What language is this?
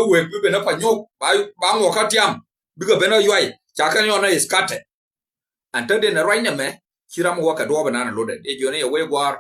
Nuer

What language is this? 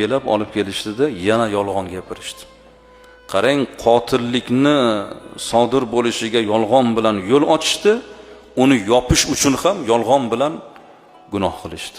Uzbek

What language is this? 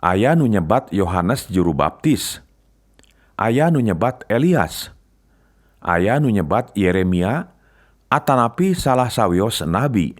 Sundanese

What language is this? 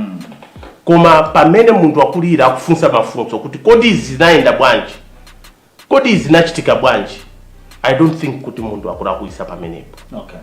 Nyanja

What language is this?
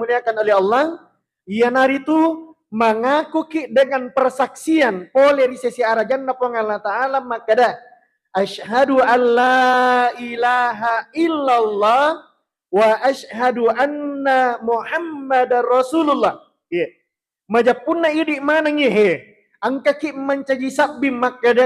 Buginese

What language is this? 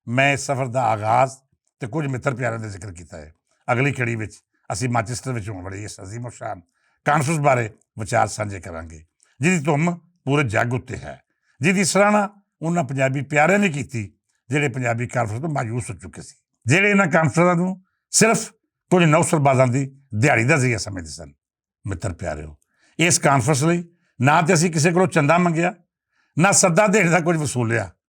Western Panjabi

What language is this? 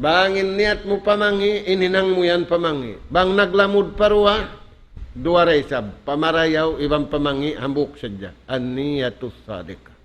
Tausug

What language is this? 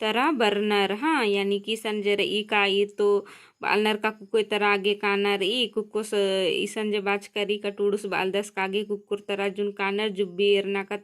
Kurukh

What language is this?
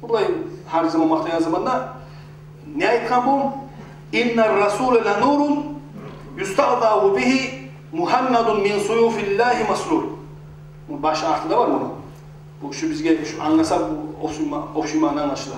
Kumyk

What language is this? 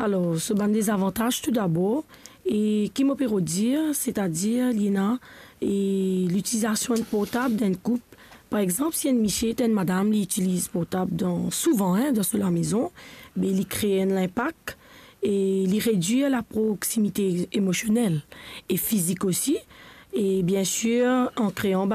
Morisyen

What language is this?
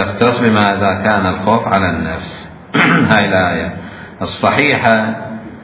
Mesopotamian Arabic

